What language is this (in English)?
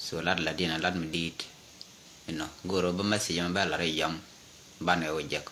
Nuer